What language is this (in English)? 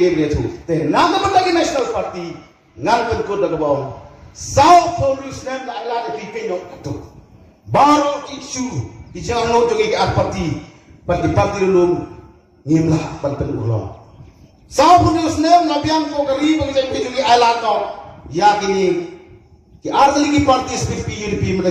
Khasi